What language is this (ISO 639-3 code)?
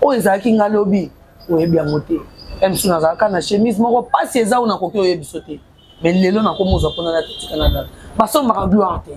lin